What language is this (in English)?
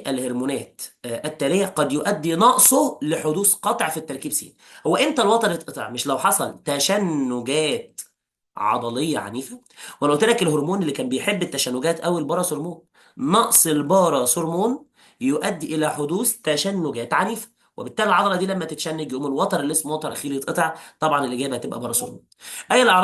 Egyptian Arabic